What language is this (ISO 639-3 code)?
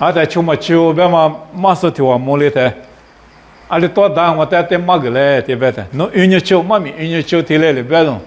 lis